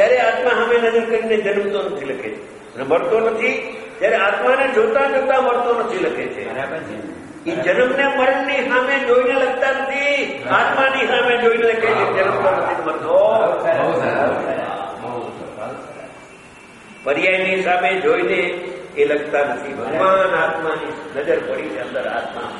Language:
Gujarati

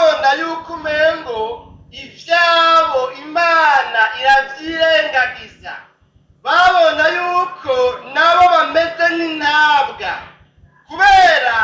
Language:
Rundi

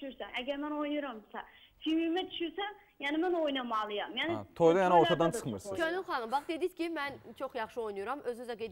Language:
Azerbaijani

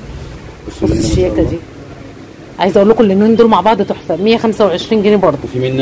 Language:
Egyptian Arabic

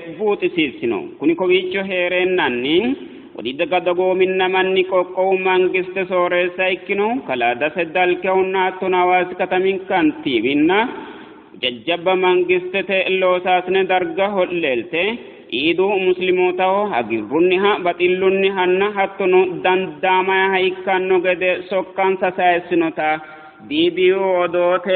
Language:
Sidamo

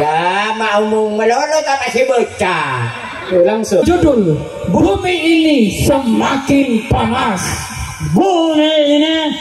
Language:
Madurese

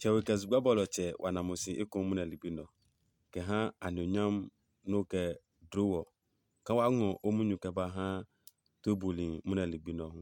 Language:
Adangme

